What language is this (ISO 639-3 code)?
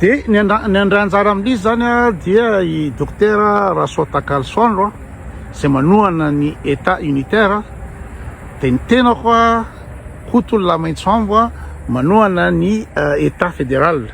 mlg